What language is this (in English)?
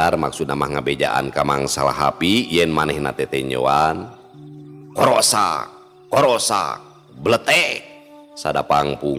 Sundanese